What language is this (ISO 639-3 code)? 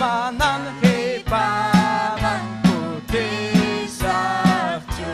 quy